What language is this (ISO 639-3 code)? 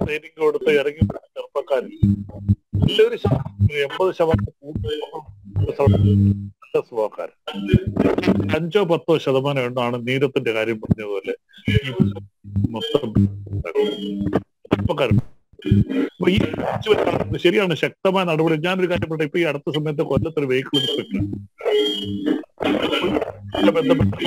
mal